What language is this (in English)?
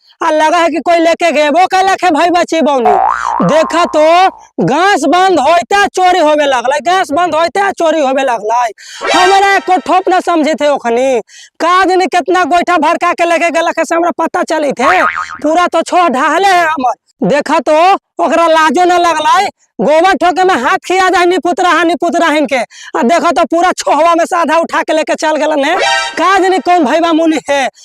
Magahi